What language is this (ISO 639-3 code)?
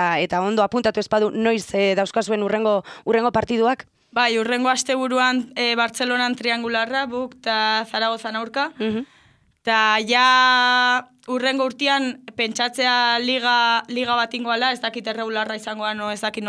eus